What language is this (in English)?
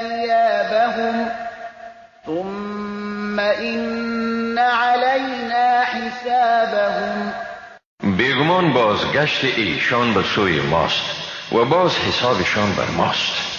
Persian